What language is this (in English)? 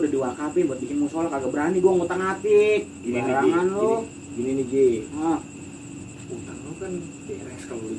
Betawi